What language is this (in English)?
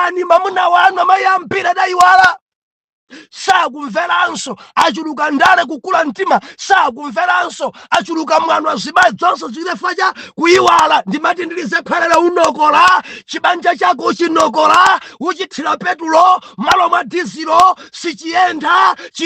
Nyanja